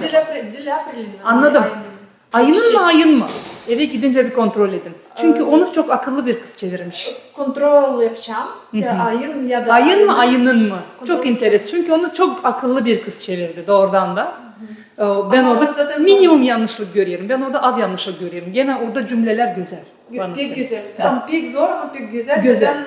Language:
Gagauz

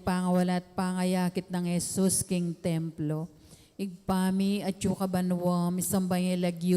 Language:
Pampanga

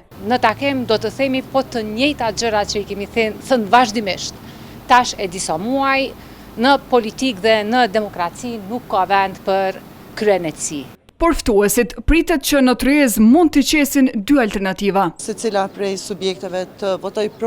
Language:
Albanian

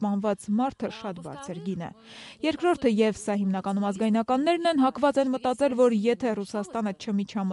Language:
Armenian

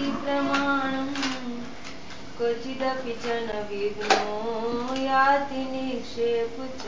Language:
Gujarati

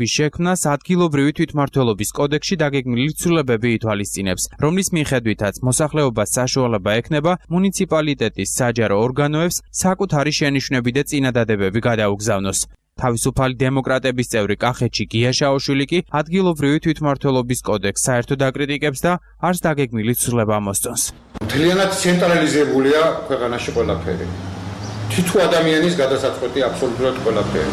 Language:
Georgian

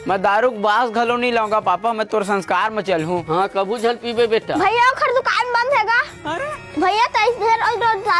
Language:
Chhattisgarhi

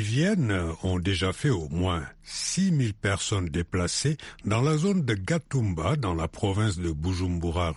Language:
French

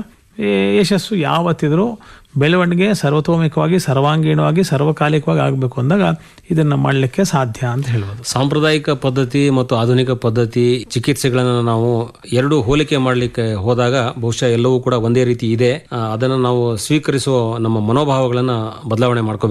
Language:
Kannada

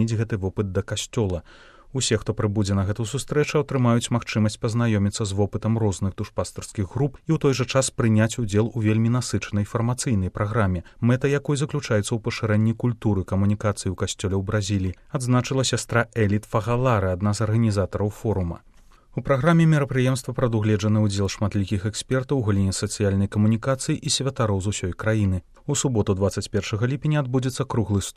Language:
Belarusian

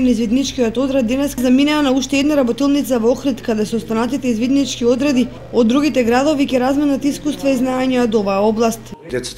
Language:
Macedonian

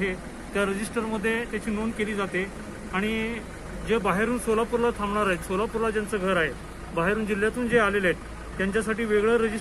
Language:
Marathi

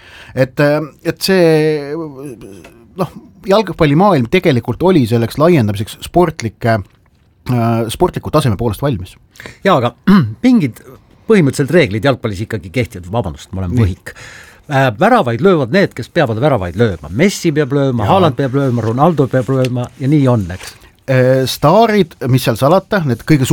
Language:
Estonian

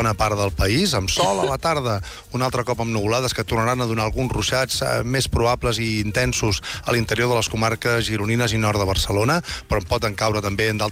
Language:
Catalan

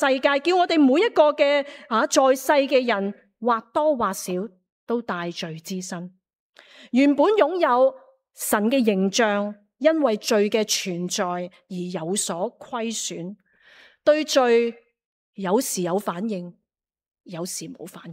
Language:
Cantonese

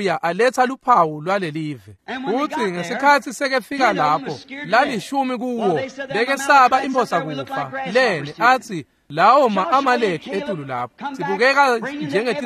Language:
Swati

